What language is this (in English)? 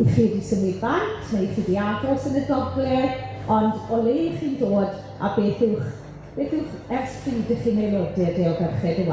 Welsh